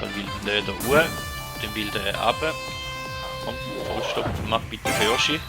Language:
Swiss German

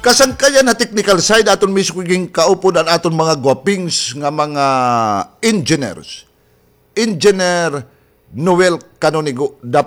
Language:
Waray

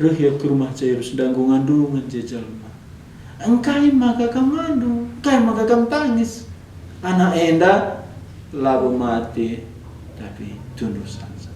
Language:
Batak Karo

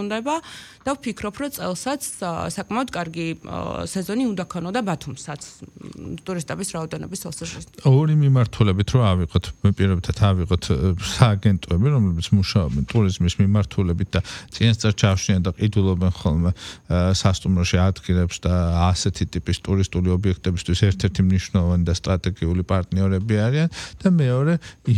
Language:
Georgian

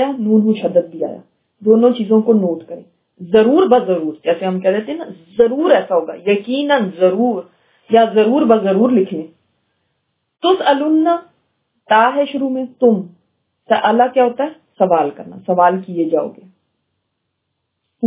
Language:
Urdu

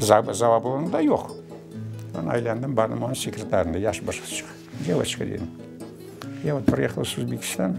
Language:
Crimean Tatar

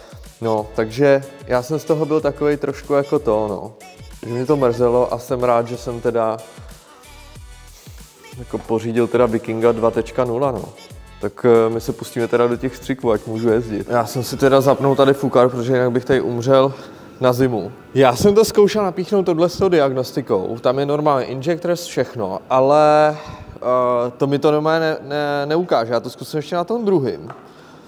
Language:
Czech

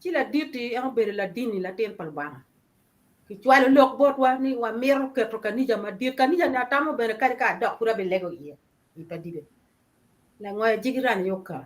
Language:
Acoli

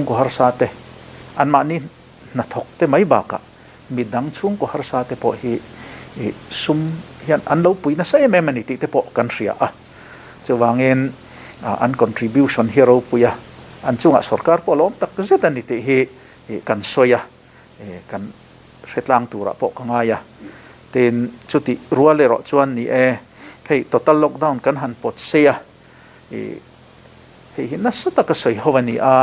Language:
Mizo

